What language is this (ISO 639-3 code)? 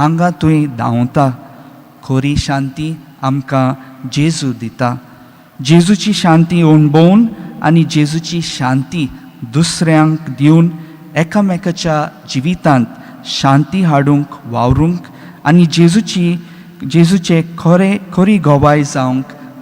kok